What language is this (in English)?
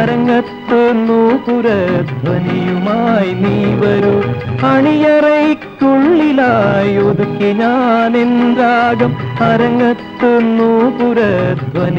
Malayalam